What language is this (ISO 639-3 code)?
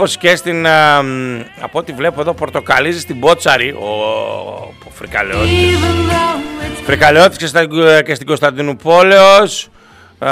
ell